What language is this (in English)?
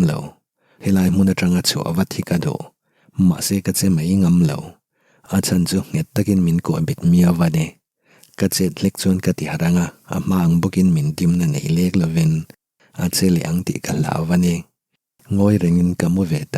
Mizo